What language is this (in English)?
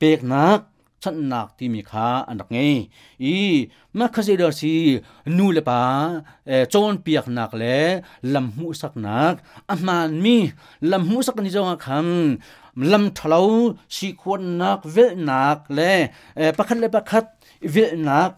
Hakha Chin